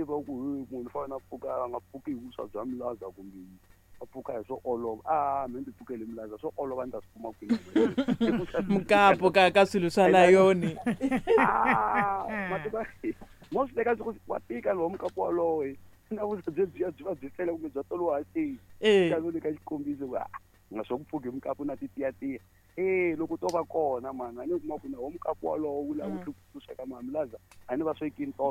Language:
Tsonga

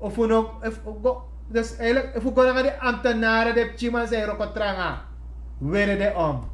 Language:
Sranan Tongo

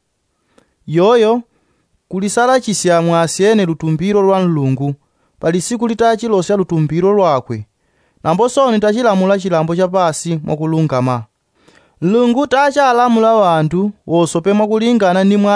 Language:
Yao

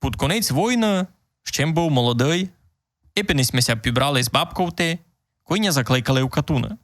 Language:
Rusyn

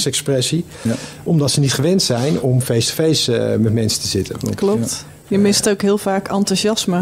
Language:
Dutch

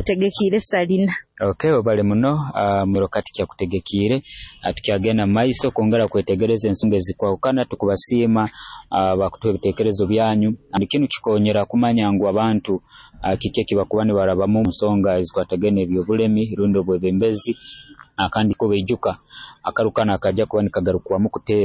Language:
Nyoro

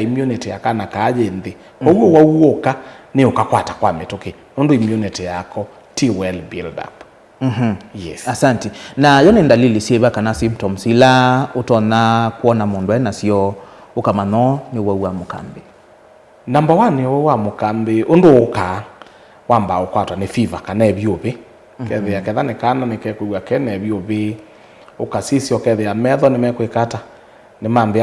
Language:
Kamba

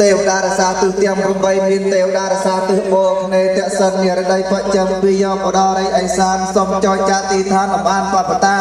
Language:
Khmer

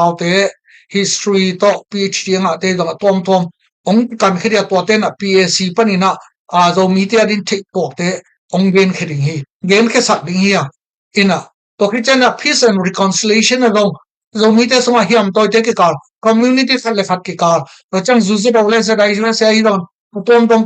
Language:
Tedim Chin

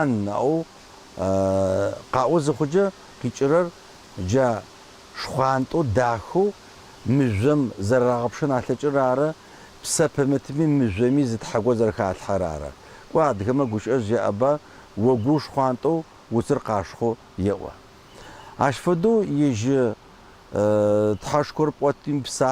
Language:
Adyghe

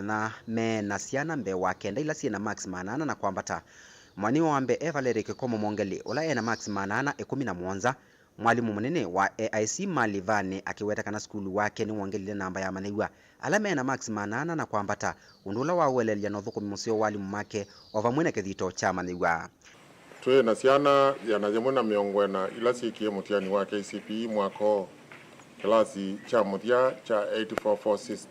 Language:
Kamba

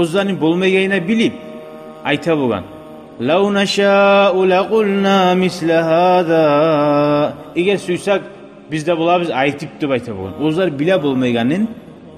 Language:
Kumyk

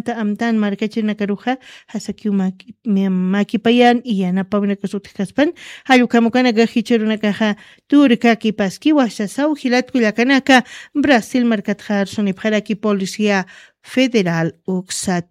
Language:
Aymara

